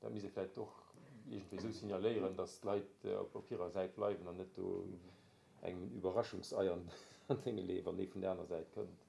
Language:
Luxembourgish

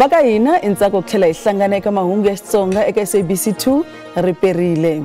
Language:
Tsonga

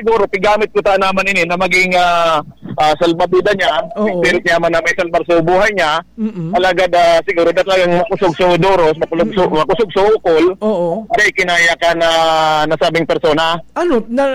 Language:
Bikol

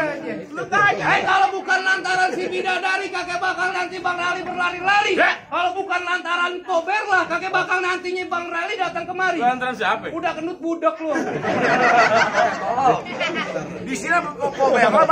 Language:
Betawi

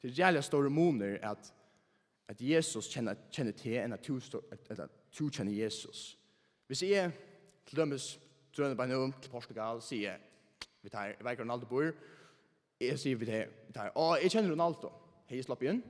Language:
Faroese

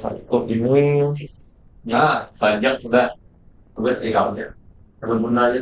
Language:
Banjar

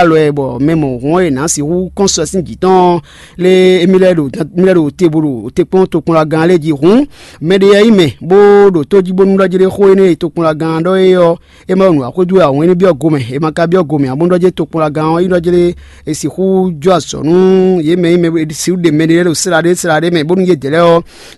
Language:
Fon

